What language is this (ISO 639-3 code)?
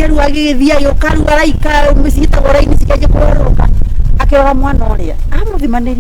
kik